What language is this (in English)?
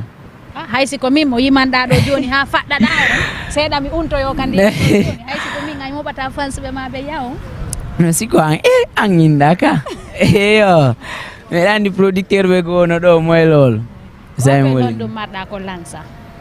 Fula